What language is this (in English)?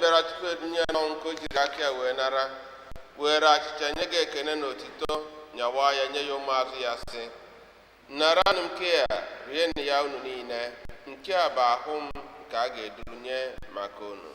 Igbo